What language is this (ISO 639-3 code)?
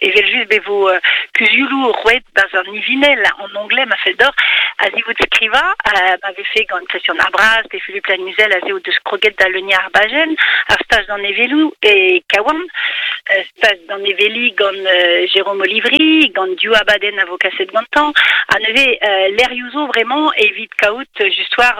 bre